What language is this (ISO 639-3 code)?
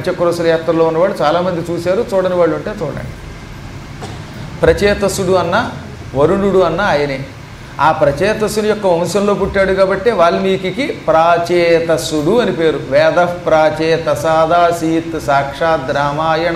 tel